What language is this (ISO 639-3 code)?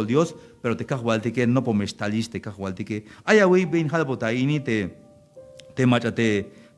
tzh